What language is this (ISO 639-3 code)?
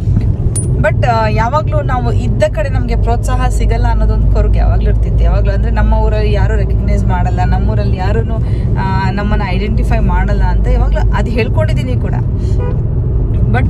kan